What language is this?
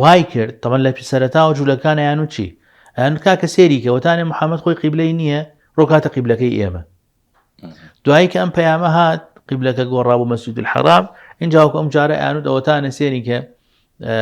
Central Kurdish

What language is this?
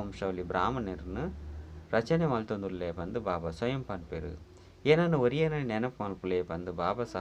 Tulu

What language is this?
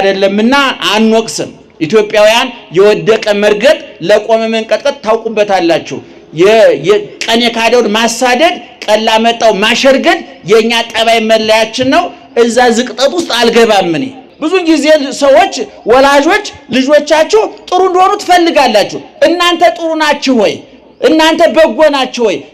Amharic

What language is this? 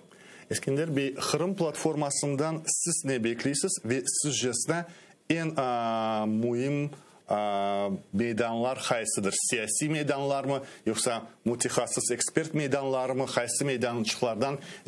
Crimean Tatar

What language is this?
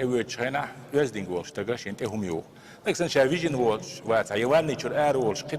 Chechen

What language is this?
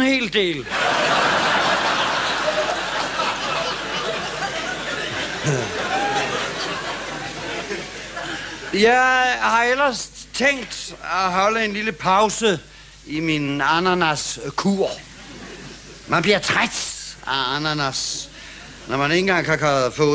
Danish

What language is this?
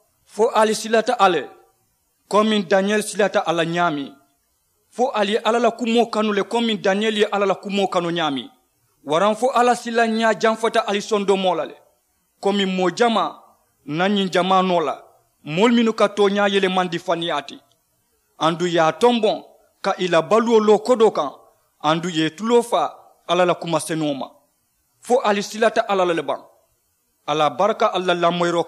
Mandingo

